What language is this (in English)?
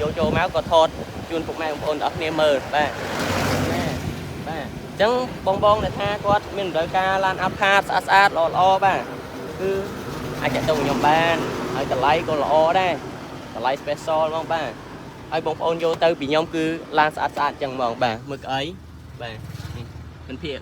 Khmer